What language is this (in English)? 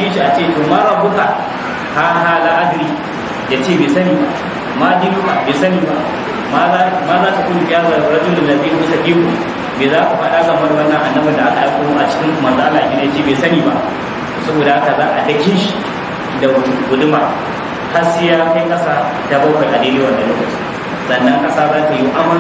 Hausa